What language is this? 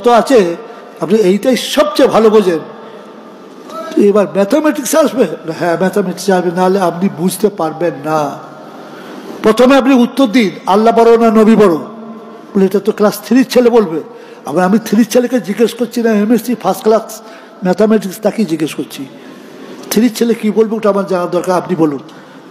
Bangla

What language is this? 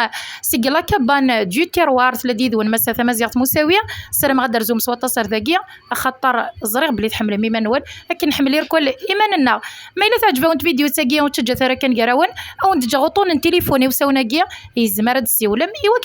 Kabyle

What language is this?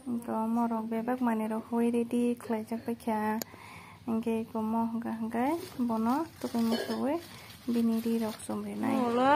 Kok Borok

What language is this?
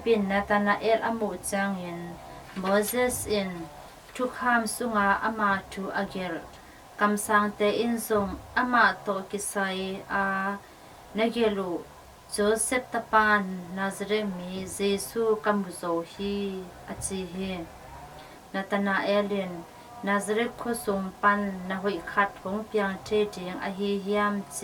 Tedim Chin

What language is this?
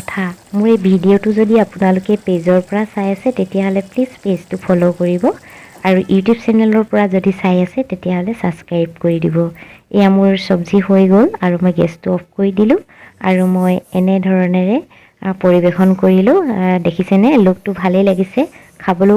Assamese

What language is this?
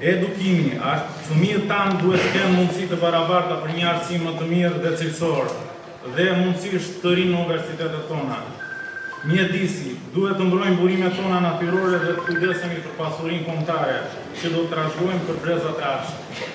Albanian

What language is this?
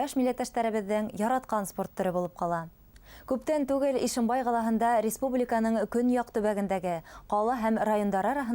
Bashkir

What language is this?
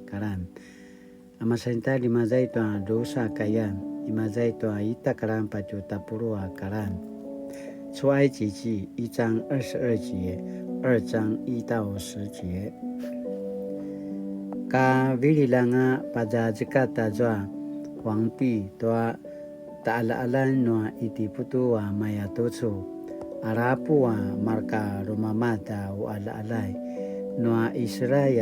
Paiwan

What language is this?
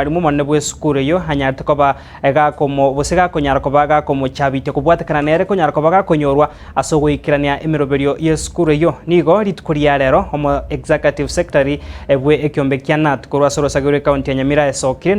Gusii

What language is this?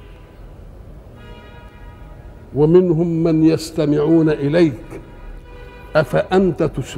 Egyptian Arabic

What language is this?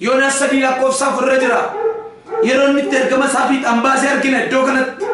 Oromo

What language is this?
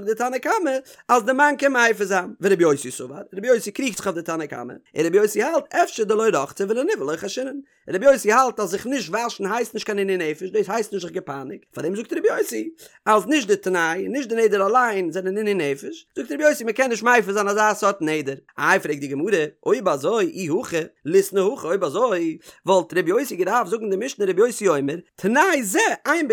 Yiddish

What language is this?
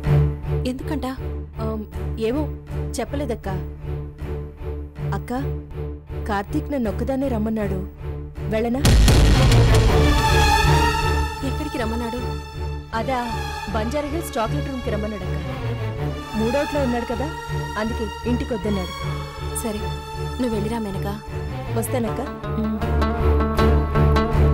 Telugu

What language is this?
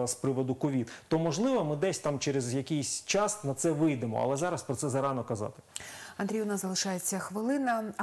Ukrainian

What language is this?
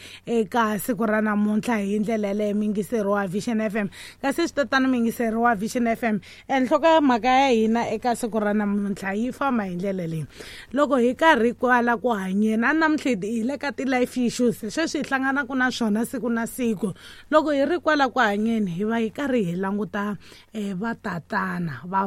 Tsonga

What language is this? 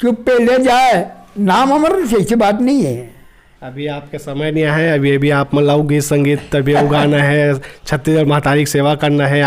Chhattisgarhi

